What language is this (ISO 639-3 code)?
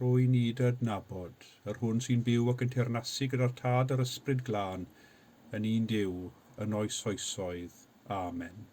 cym